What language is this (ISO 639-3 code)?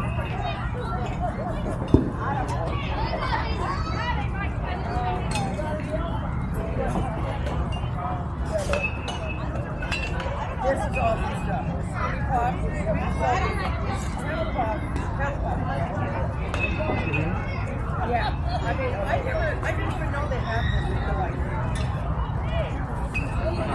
eng